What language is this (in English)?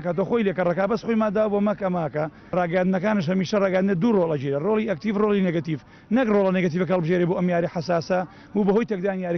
Central Kurdish